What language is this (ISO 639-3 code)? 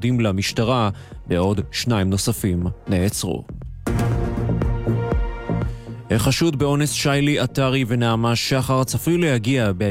heb